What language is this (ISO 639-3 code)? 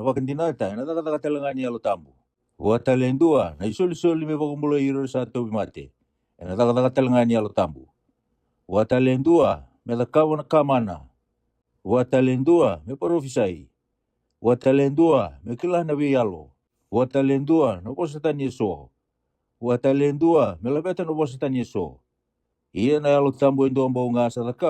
fij